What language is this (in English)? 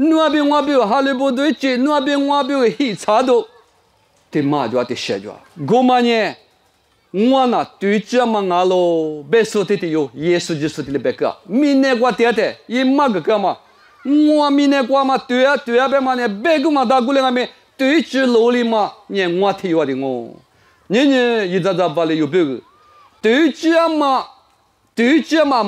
Lisu